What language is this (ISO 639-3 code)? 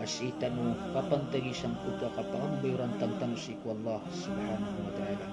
mrw